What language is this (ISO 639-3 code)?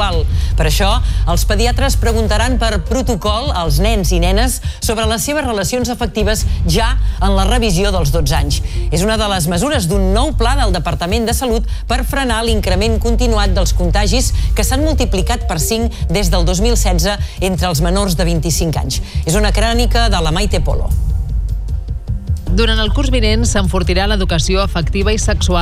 cat